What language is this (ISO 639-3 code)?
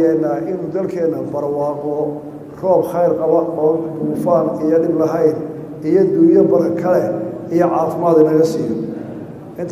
som